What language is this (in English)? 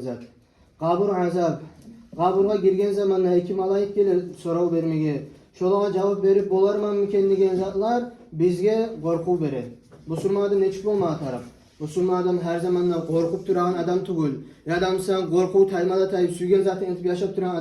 Kumyk